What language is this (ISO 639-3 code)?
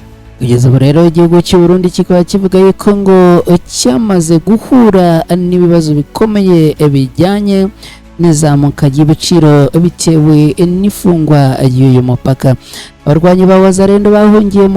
kin